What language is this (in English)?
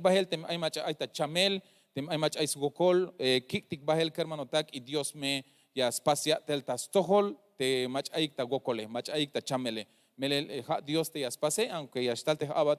Tzeltal